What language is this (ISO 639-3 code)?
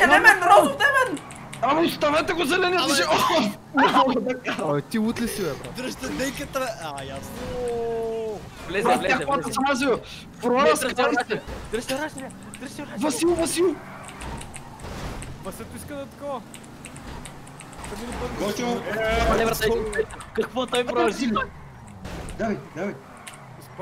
bul